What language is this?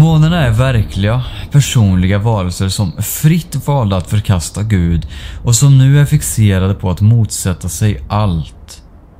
Swedish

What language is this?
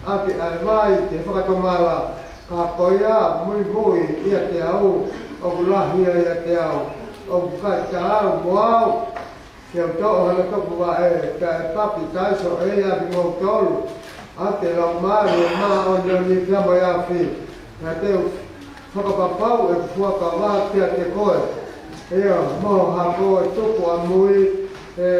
Tongan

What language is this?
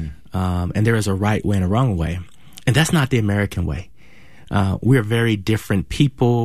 English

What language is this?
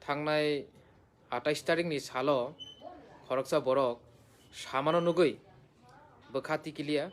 Kok Borok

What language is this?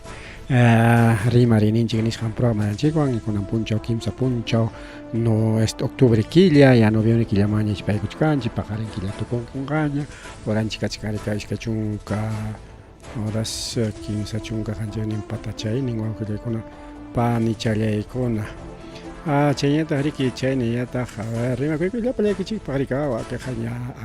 Ayacucho Quechua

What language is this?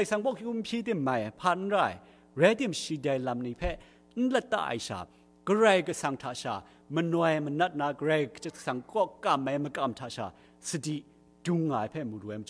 Kachin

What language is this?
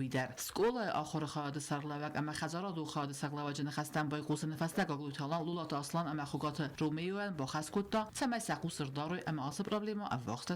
Ossetic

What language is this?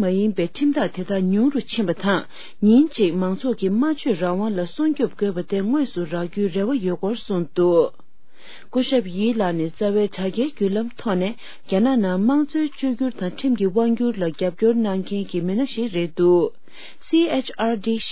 Tibetan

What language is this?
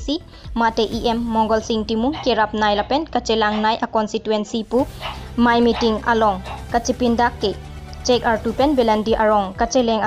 Karbi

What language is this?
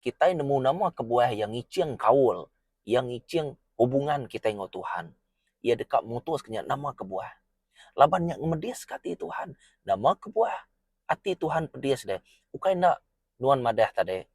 Iban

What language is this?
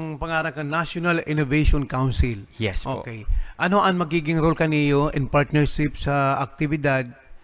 Bikol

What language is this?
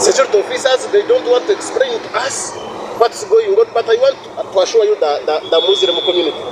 Nyankole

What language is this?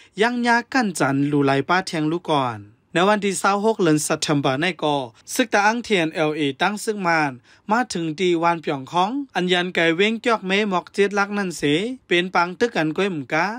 Shan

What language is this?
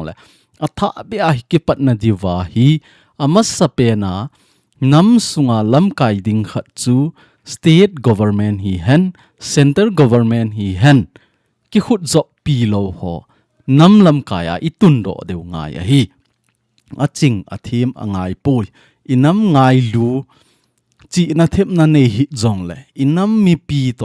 Thado Chin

